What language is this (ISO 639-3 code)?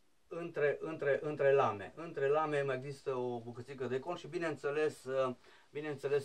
ron